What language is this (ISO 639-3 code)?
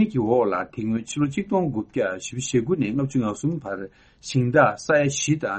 bod